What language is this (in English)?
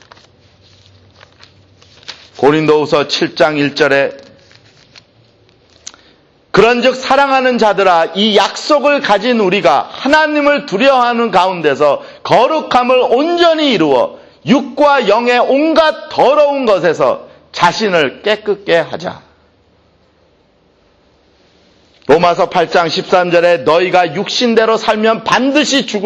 Korean